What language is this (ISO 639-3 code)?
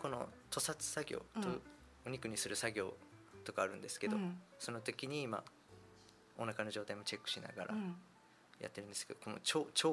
jpn